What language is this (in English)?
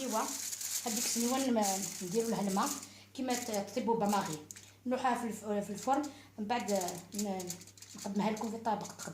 Algerian Arabic